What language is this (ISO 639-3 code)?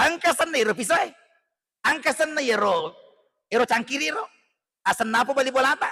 bug